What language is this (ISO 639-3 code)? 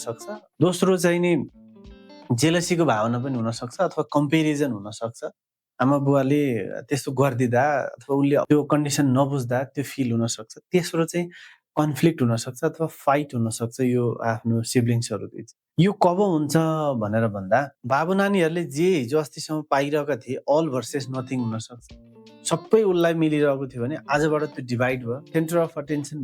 nep